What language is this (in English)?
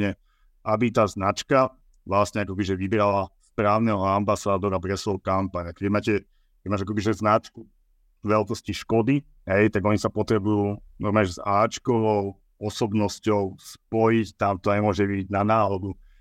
Slovak